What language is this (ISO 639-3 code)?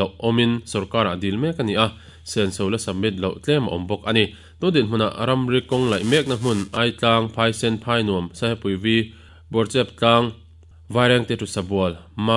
lus